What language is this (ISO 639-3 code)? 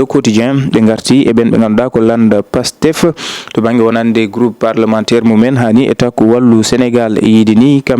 ful